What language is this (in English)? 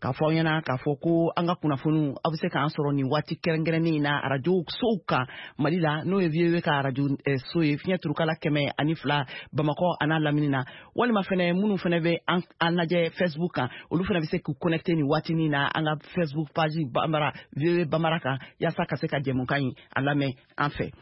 Bambara